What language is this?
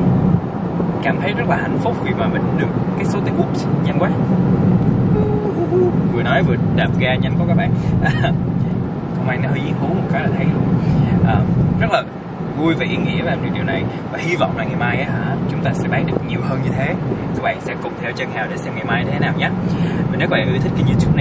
Vietnamese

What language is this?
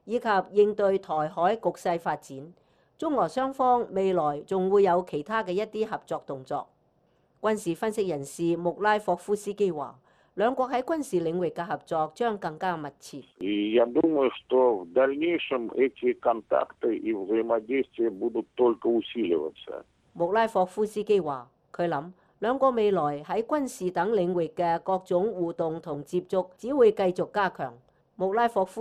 Cantonese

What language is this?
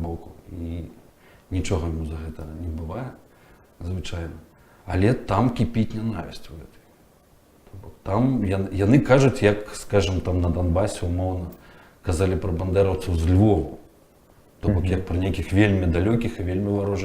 Belarusian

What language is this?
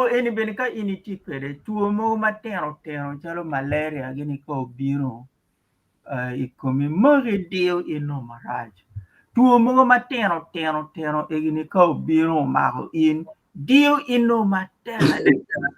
Acoli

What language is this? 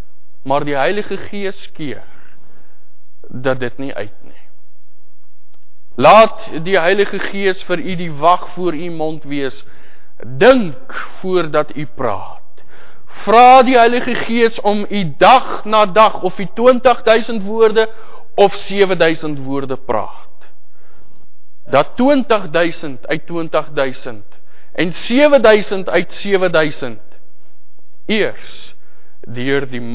Afrikaans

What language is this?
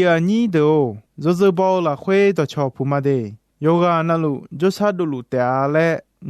Akha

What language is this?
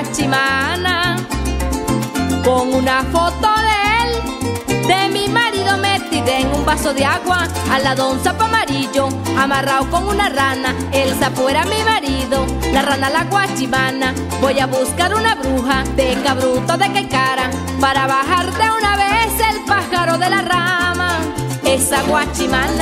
Spanish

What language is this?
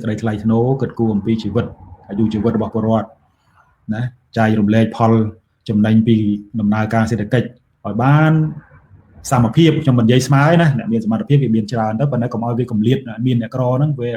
Khmer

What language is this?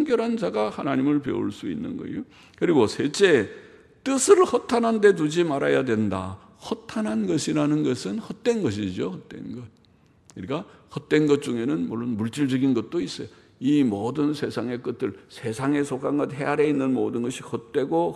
Korean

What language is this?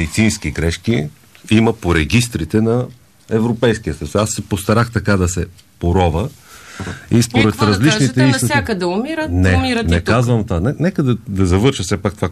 Bulgarian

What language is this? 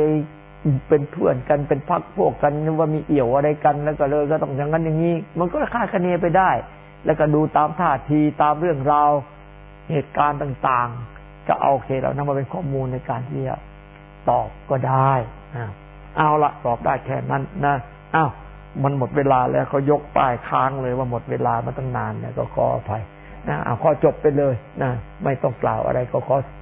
Thai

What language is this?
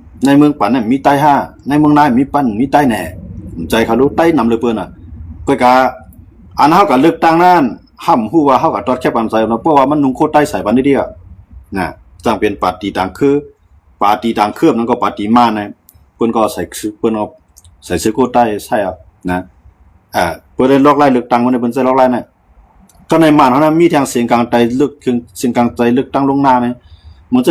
Shan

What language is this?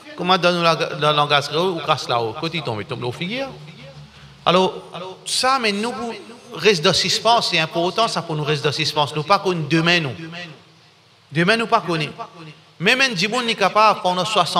Morisyen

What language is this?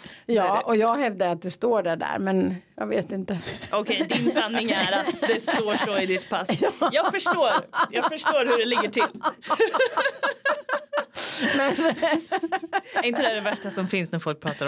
Swedish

